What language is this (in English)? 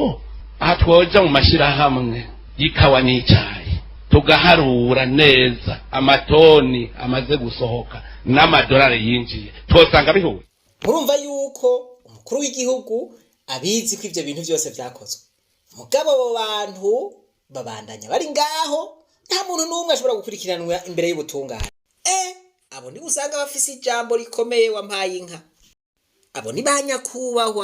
Rundi